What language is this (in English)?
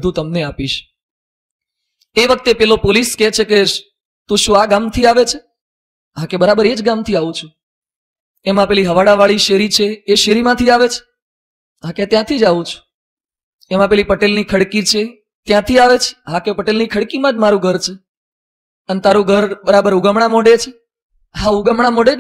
Gujarati